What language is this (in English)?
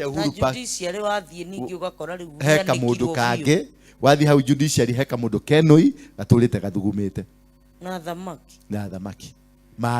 Kikuyu